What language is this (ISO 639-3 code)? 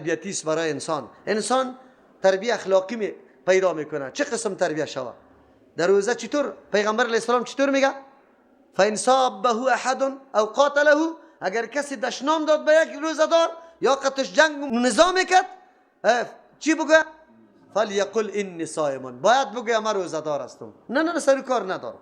fas